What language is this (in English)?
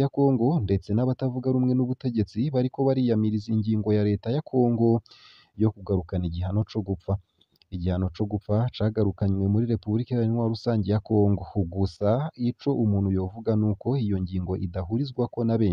Rundi